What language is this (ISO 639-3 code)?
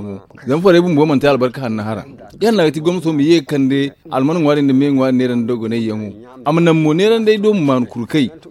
dje